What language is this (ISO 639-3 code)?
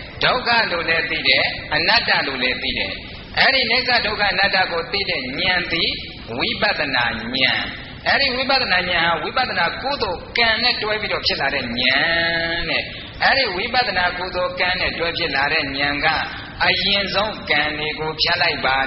mya